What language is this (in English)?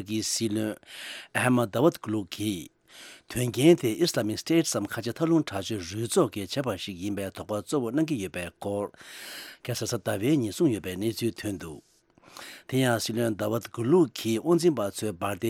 Tibetan